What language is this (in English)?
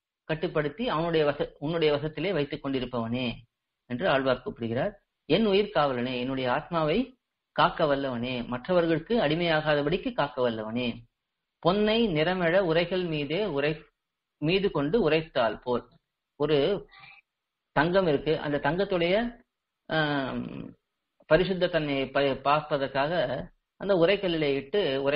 Tamil